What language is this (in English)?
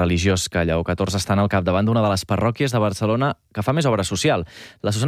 Catalan